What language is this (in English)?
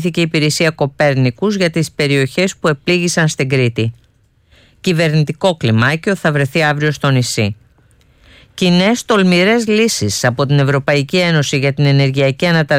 Greek